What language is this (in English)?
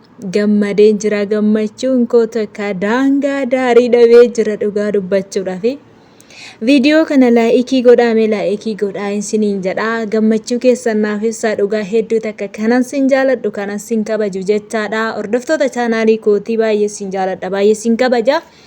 Oromo